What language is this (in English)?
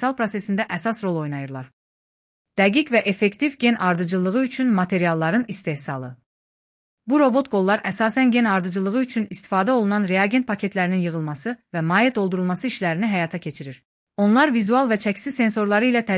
Azerbaijani